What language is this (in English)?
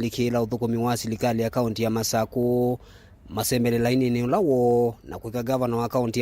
Kamba